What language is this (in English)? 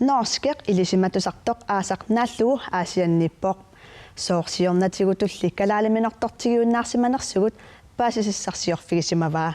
Kalaallisut